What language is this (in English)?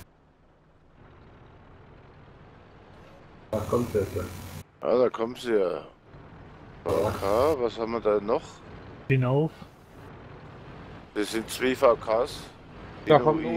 German